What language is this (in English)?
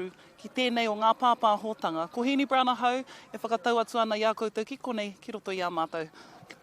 Māori